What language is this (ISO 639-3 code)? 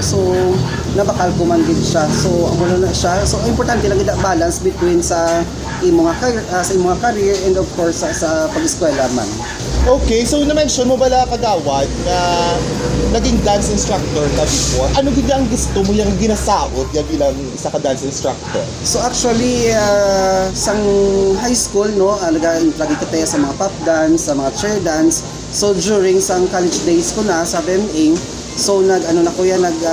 hil